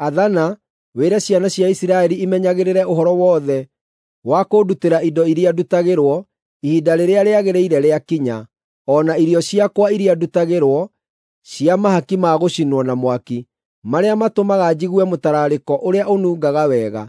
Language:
Kikuyu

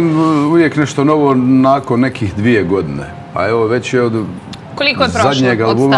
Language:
Bosnian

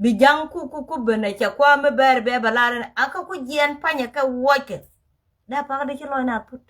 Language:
Nuer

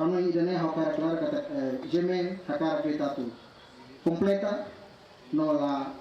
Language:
Tetum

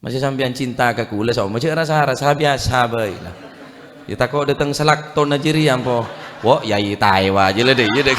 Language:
Madurese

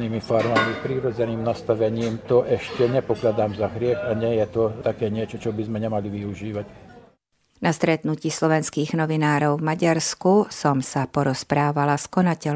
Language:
Slovak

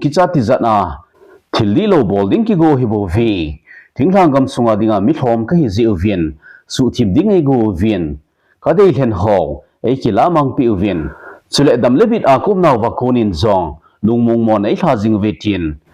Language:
Thado Chin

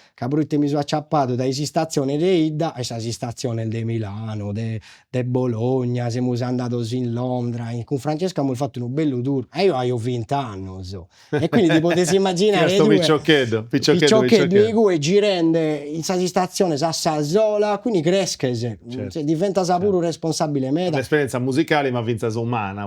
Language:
Sardinian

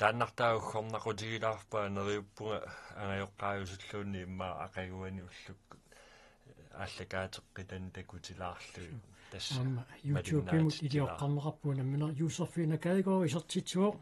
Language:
Kalaallisut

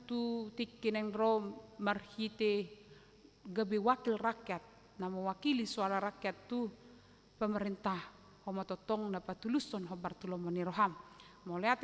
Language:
Batak Toba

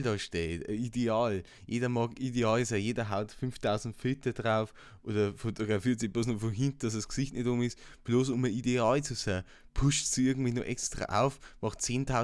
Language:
Bavarian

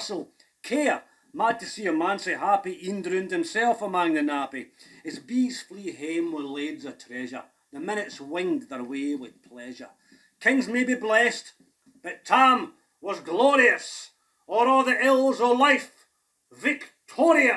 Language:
Scots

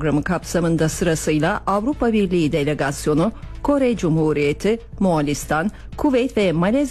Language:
Turkish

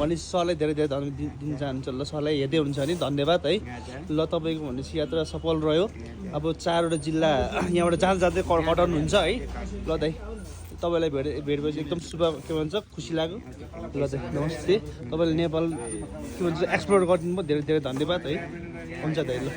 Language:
Nepali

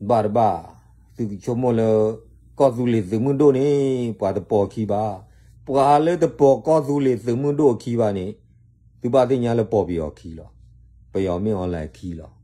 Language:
S'gaw Karen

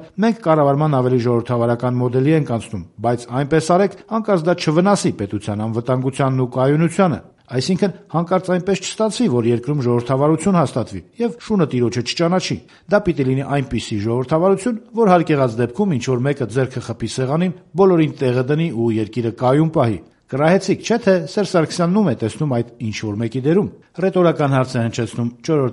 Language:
Armenian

